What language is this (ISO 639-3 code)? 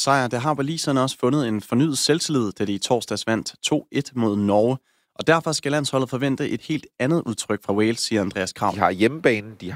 dan